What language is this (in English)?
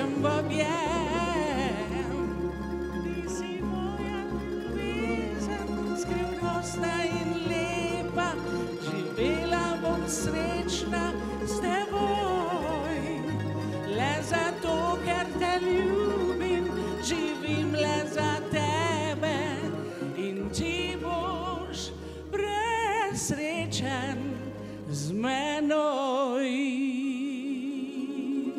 Slovenian